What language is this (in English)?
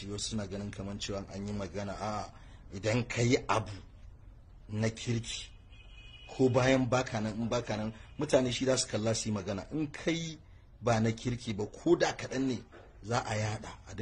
Hausa